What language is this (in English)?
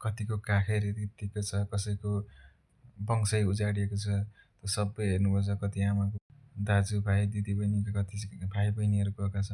Nepali